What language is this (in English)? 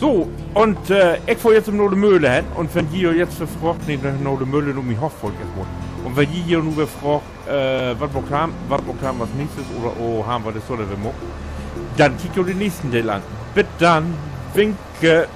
Low German